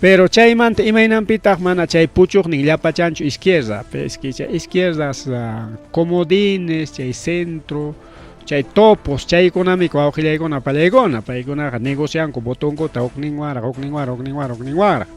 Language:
Ayacucho Quechua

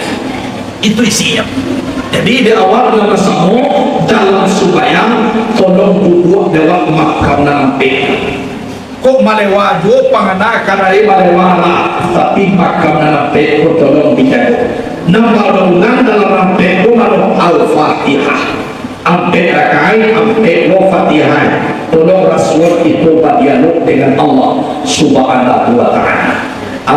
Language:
Minangkabau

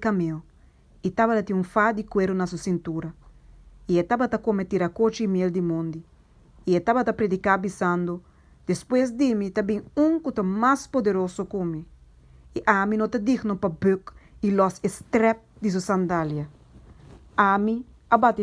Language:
Papiamento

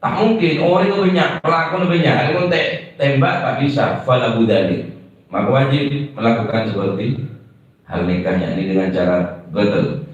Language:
Madurese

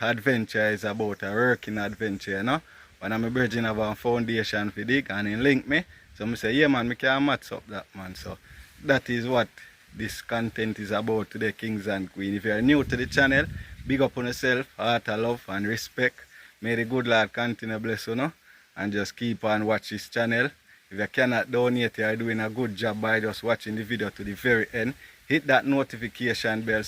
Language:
Jamaican Creole English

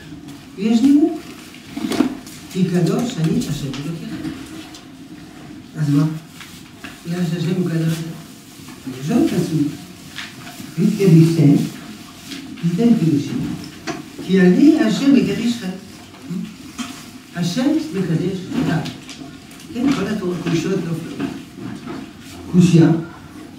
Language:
Hebrew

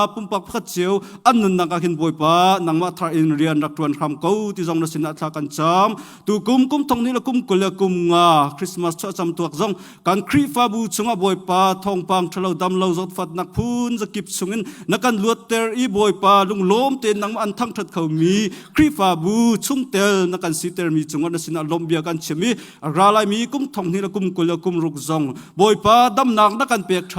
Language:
Hakha Chin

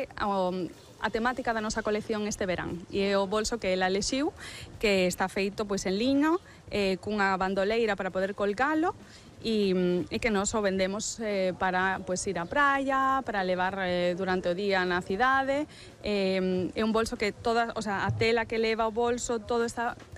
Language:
Galician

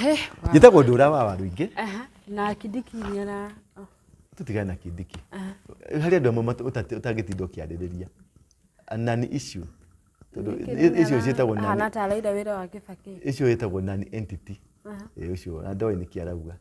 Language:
Kikuyu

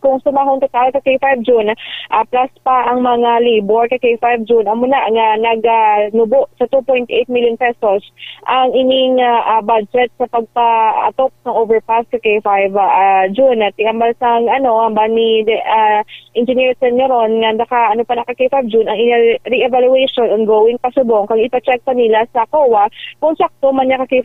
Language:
Hiligaynon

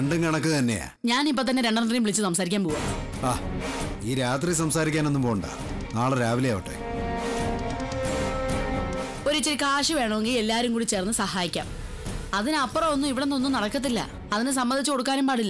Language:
Malayalam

